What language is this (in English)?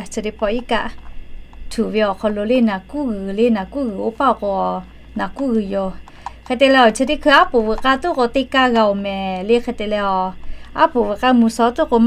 Lahu